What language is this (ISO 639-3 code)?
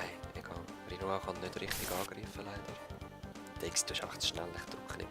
gsw